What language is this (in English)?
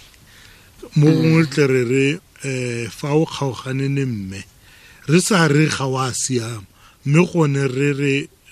Tswana